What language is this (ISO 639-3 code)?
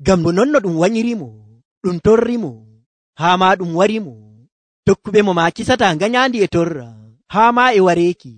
fuv